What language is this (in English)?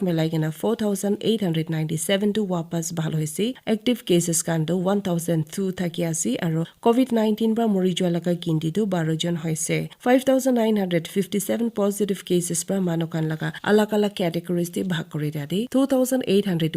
Naga Pidgin